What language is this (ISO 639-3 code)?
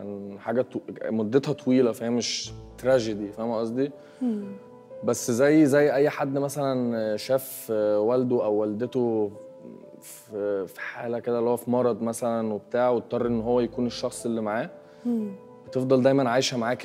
arz